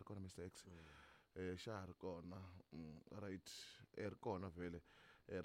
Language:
Tsonga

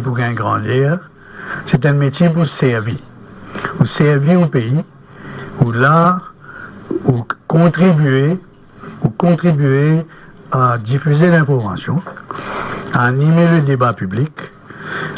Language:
Morisyen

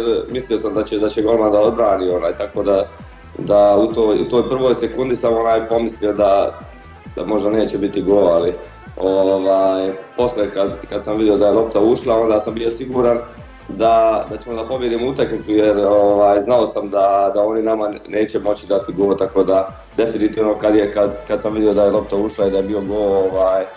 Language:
Bosnian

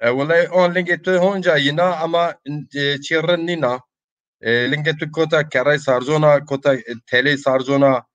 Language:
Zaza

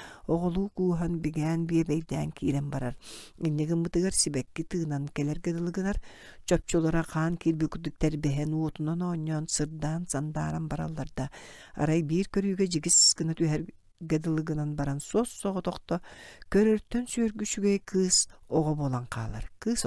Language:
Yakut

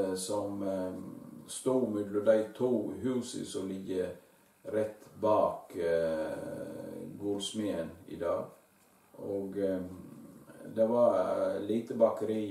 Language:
Norwegian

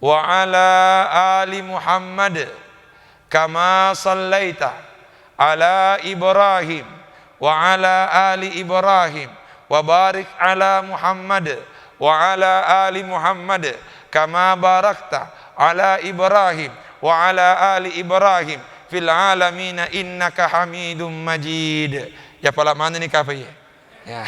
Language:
Buginese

